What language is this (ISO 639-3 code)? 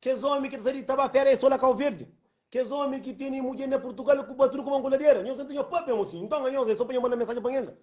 kea